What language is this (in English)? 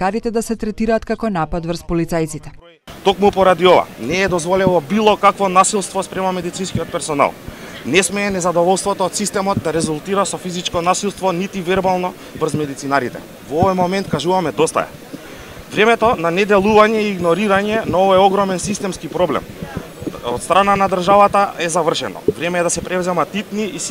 Macedonian